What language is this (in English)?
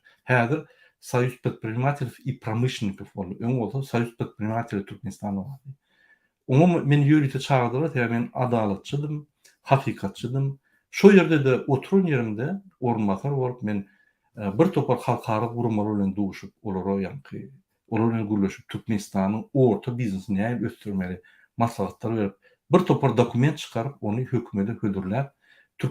Turkmen